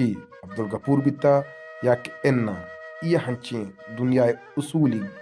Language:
Baluchi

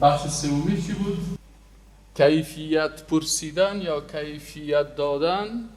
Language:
Persian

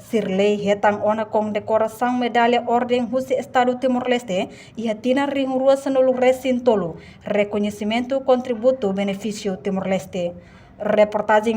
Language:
Tetum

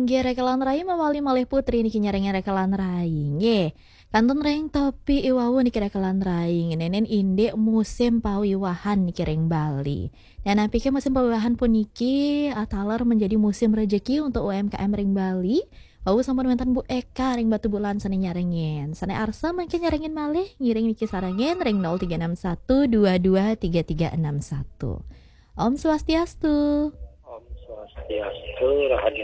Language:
Balinese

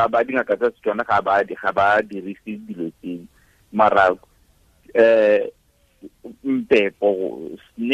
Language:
Tswana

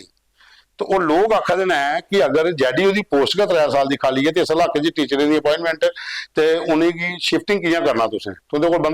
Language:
Dogri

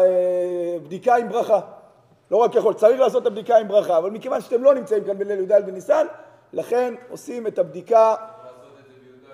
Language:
Hebrew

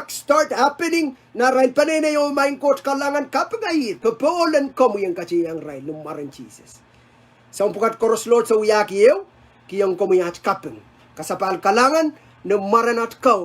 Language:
Pohnpeian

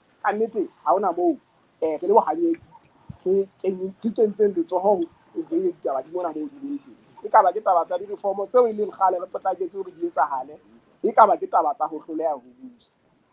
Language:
Southern Sotho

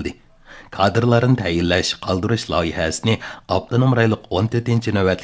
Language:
Uyghur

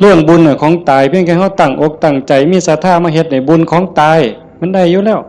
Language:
Northeastern Thai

